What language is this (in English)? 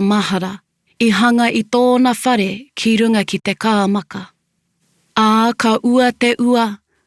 Māori